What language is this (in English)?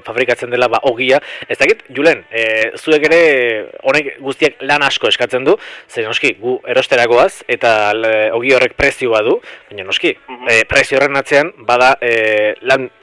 Basque